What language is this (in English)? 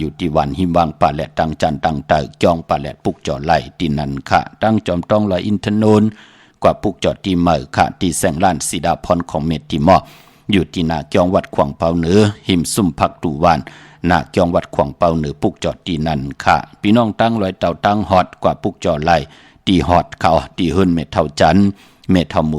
Shan